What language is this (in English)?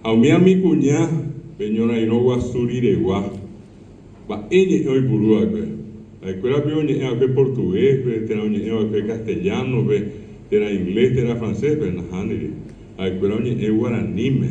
Guarani